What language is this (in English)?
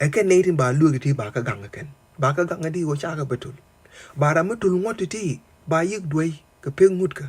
Nuer